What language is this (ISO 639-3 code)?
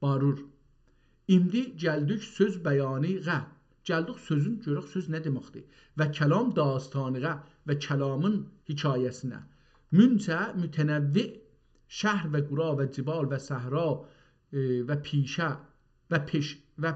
azb